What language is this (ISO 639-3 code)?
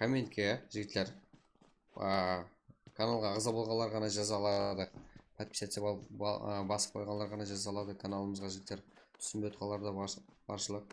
kaa